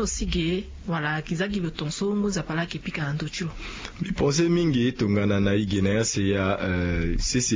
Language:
Sango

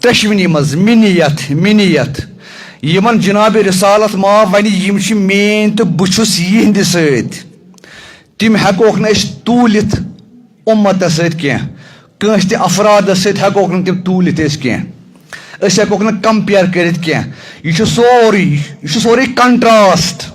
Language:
Kashmiri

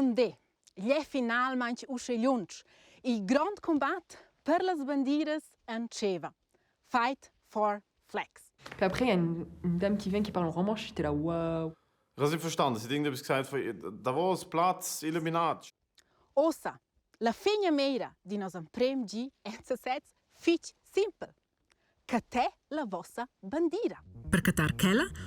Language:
Romansh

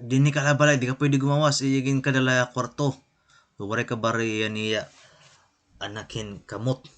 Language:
Waray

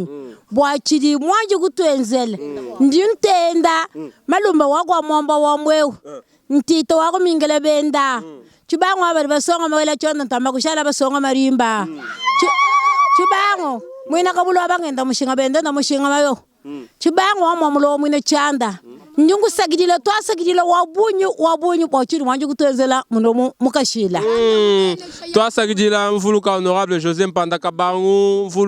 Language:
Luba-Lulua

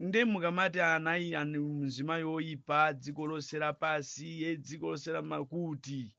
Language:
Nyanja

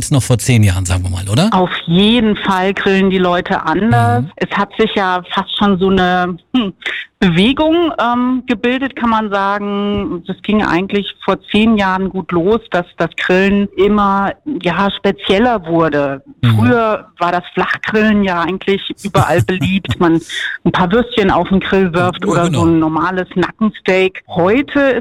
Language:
German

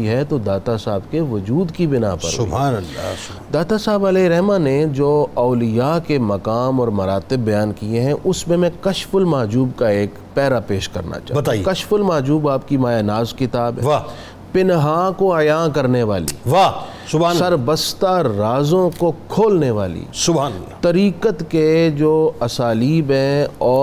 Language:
Urdu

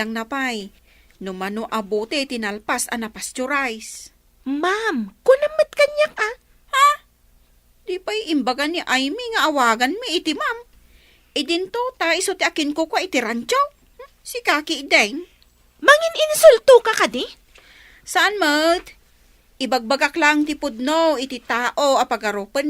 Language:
Iloko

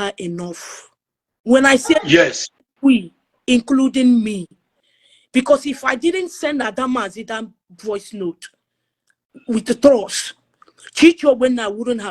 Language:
Igbo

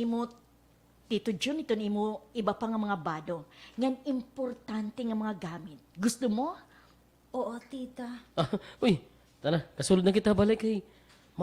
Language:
Waray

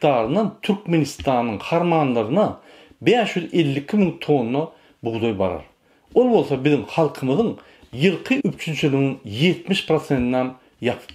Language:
Turkmen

